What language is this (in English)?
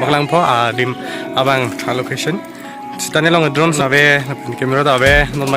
Karbi